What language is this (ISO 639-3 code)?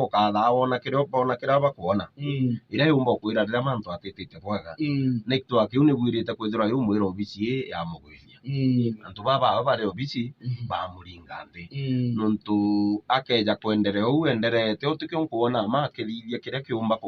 mer